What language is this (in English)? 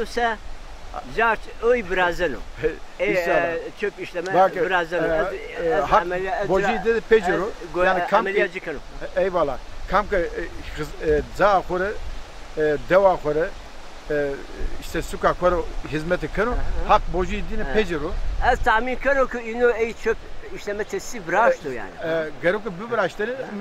Zaza